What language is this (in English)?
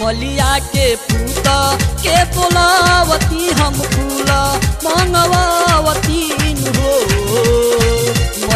Bhojpuri